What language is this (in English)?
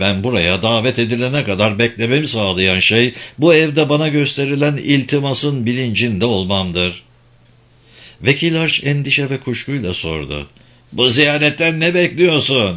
Turkish